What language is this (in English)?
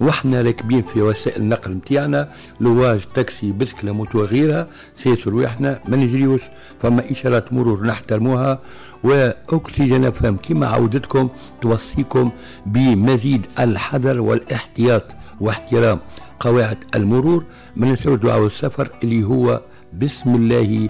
Tunisian Arabic